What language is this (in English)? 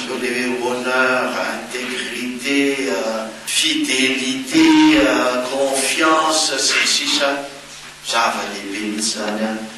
Malagasy